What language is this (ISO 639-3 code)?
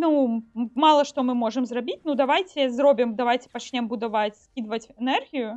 bel